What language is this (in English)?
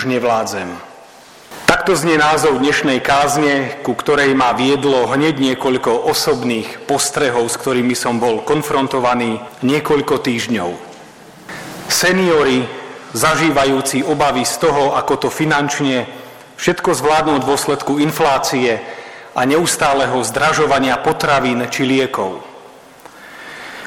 Slovak